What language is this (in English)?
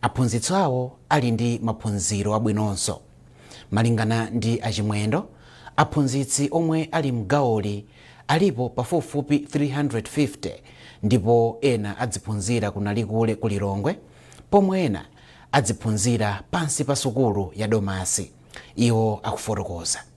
Nyanja